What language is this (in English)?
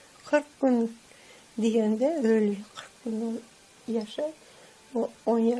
Crimean Tatar